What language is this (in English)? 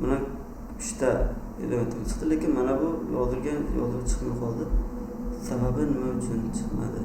Uzbek